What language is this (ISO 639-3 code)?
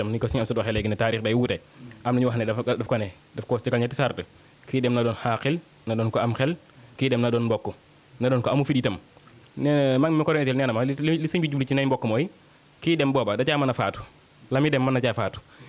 wol